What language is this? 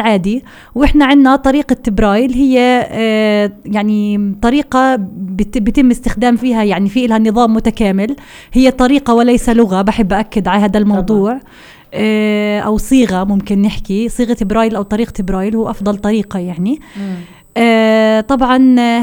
North Levantine Arabic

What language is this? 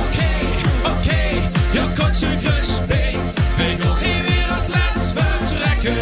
Limburgish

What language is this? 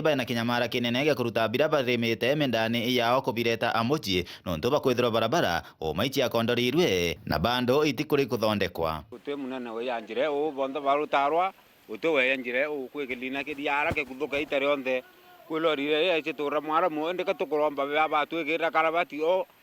Meru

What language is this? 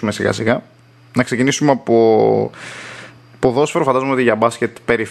Greek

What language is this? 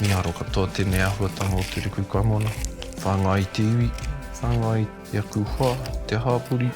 Māori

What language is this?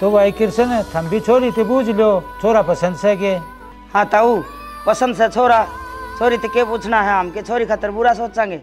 Haryanvi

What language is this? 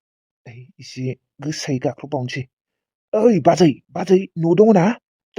Bodo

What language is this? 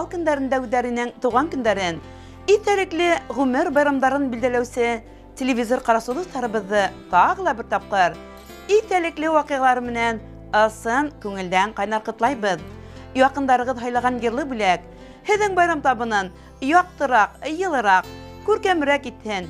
Bashkir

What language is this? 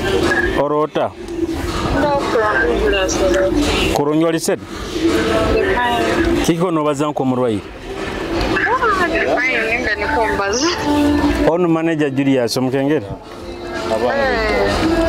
Nyoro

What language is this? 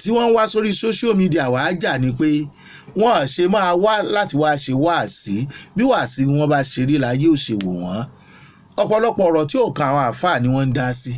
Yoruba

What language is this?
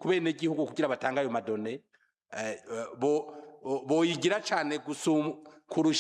Rundi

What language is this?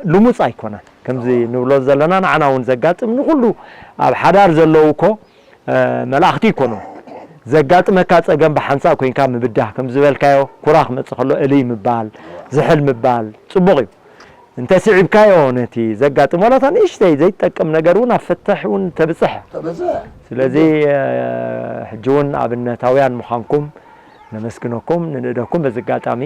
Tigrinya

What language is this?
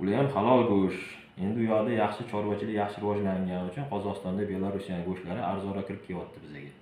Uzbek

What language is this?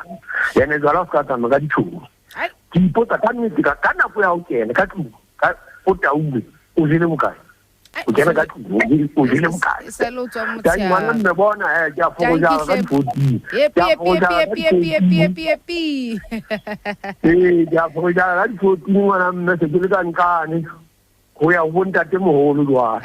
Southern Sotho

